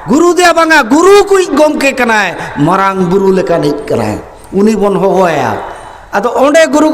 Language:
Santali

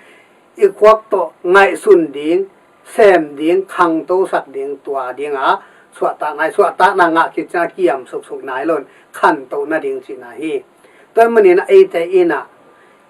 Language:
Tedim Chin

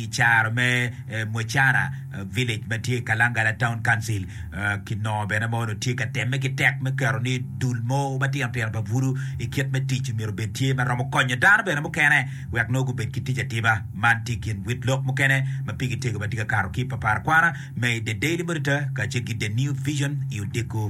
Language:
Acoli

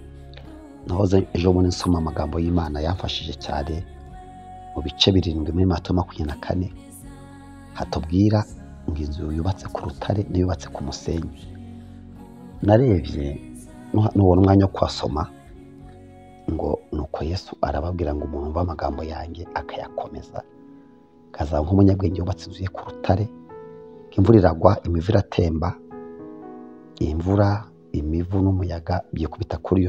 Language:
Kinyarwanda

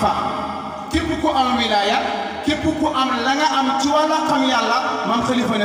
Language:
Wolof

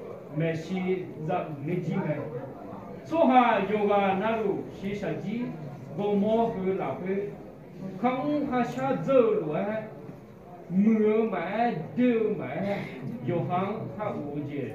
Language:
Akha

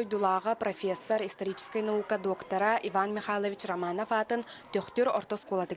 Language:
Yakut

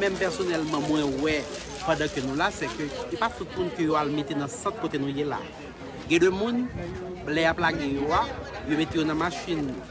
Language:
Haitian Creole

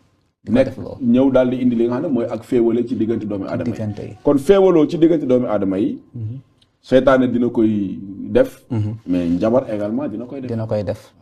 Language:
Wolof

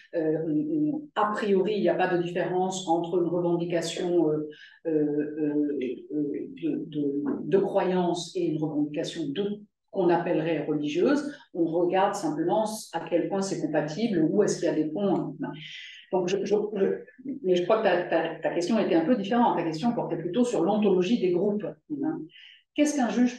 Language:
French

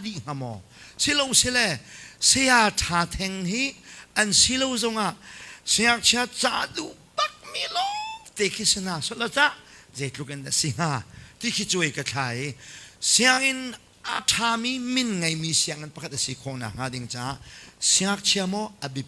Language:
Hakha Chin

